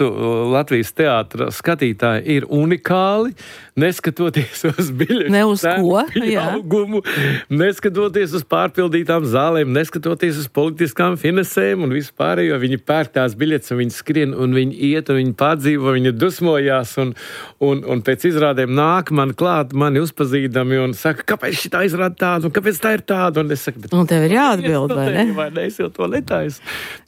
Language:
Latvian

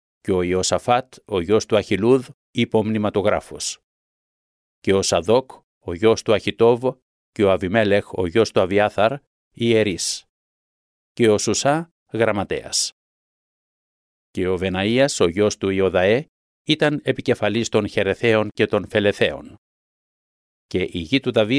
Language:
Greek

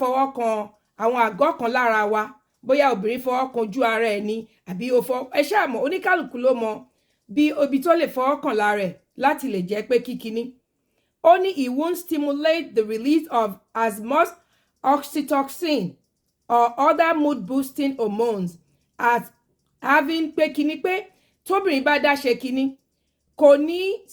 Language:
Yoruba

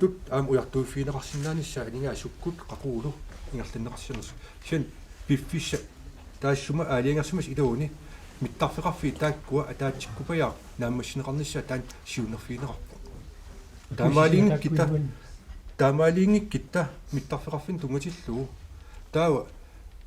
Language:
Kalaallisut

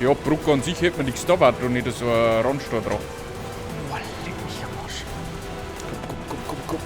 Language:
Bavarian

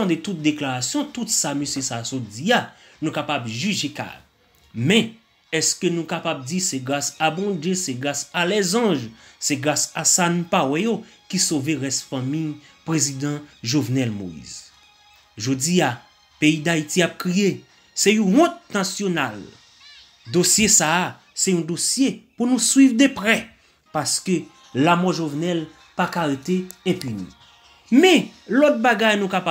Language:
Haitian Creole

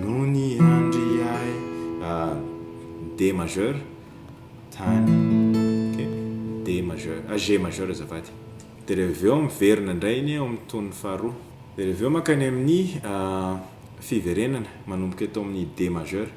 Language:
Malagasy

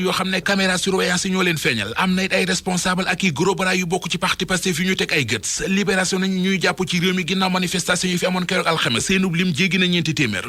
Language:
Wolof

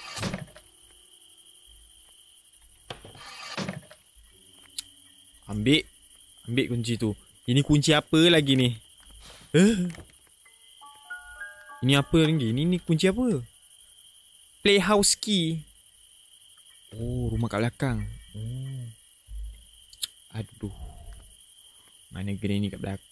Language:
Malay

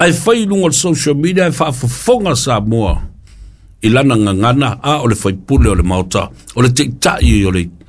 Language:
Samoan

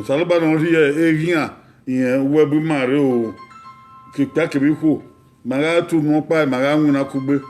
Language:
Bini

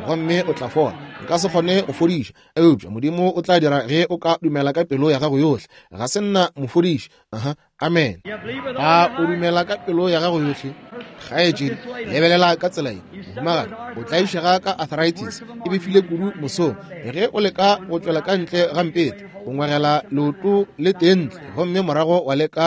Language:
Northern Sotho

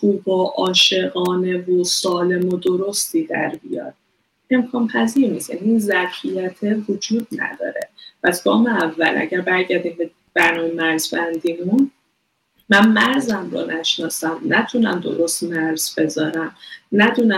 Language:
Persian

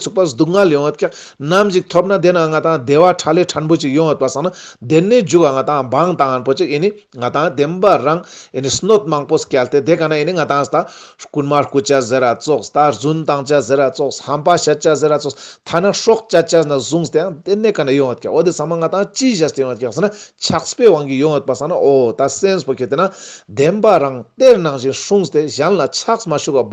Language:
Ladakhi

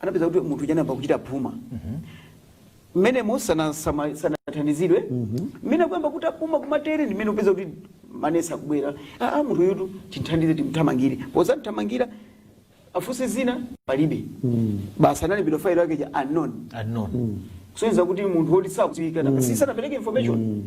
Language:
Nyanja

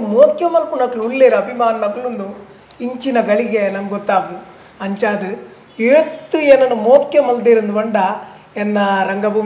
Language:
Tulu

